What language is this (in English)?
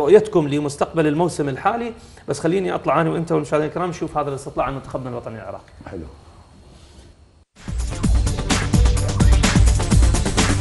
Mesopotamian Arabic